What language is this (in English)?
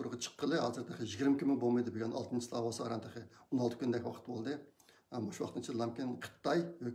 Uyghur